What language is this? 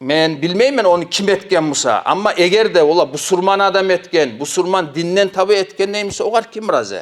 Kumyk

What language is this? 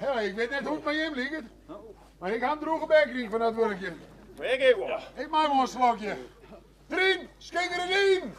Western Frisian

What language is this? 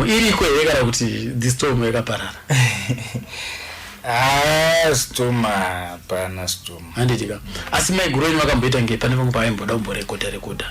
Shona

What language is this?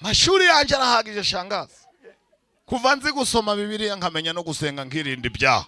Kinyarwanda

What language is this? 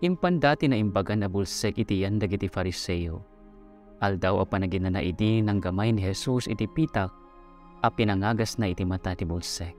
Iloko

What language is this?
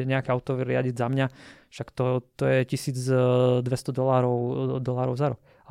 Slovak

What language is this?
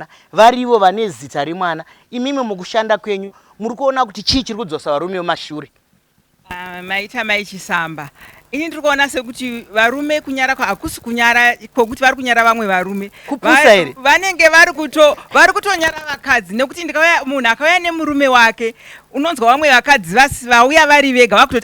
Shona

